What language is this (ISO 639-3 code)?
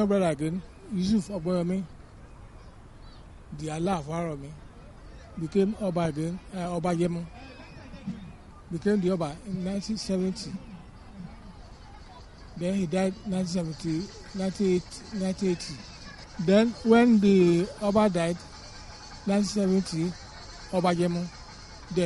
eng